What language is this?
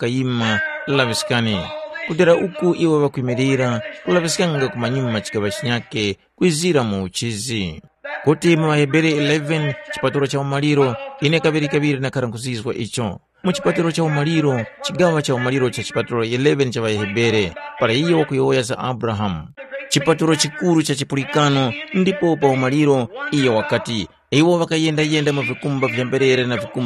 Tumbuka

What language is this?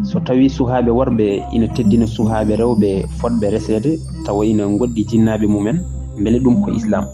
Fula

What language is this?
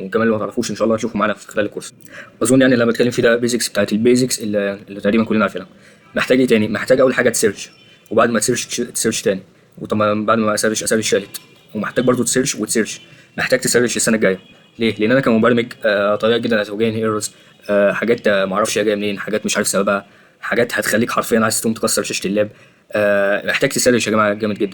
Egyptian Arabic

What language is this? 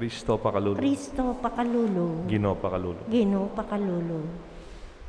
Pampanga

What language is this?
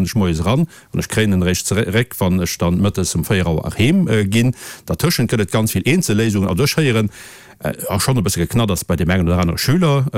Luxembourgish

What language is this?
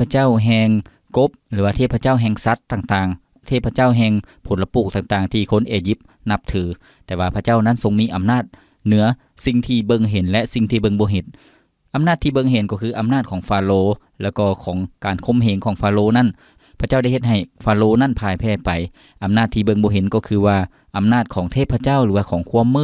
Lao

